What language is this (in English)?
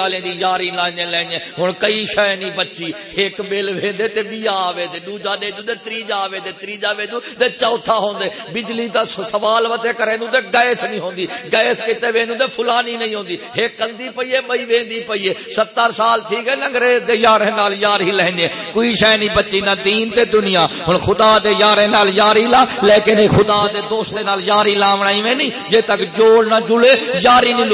Saraiki